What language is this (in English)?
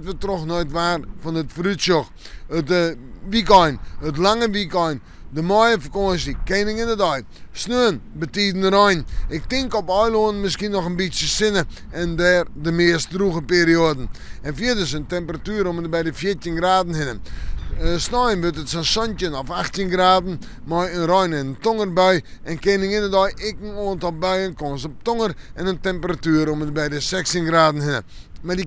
Western Frisian